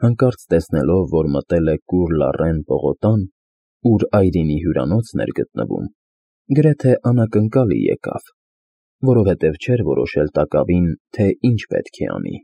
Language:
Armenian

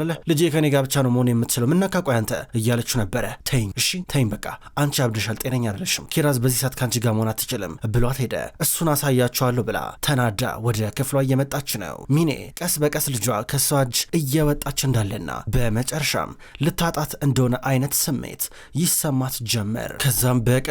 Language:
Amharic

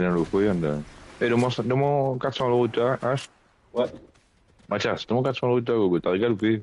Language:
Morisyen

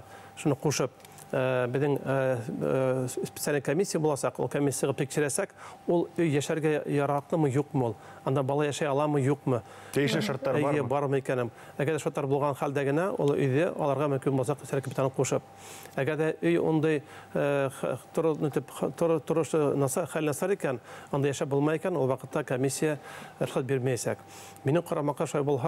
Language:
Bashkir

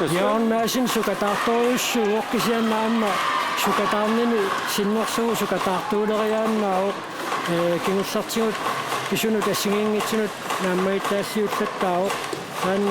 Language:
Kalaallisut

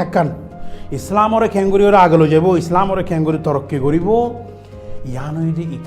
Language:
Rohingya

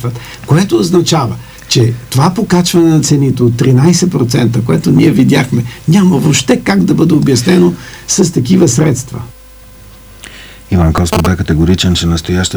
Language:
Bulgarian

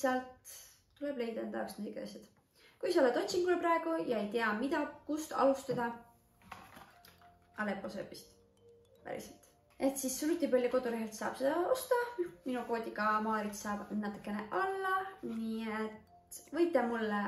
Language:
Estonian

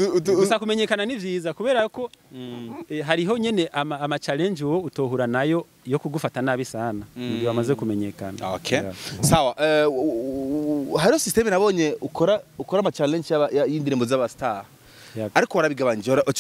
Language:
Rundi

